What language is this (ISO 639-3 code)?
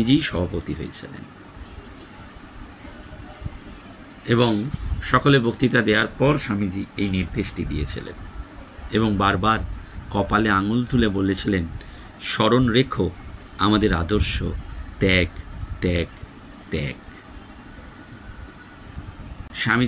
ben